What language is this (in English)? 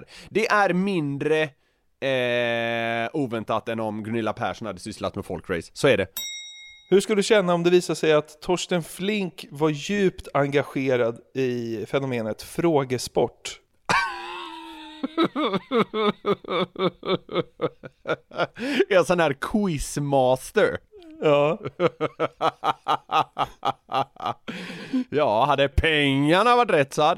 Swedish